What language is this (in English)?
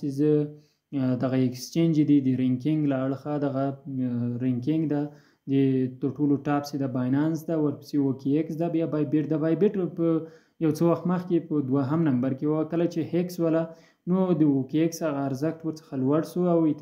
Pashto